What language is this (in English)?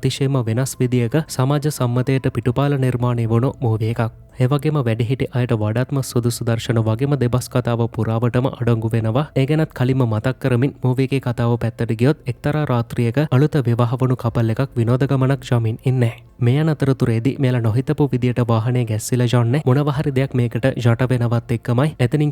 Sinhala